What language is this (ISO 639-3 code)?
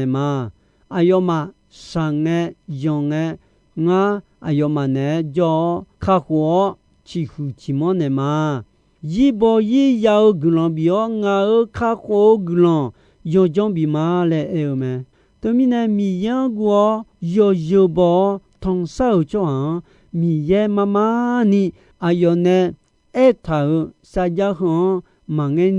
ahk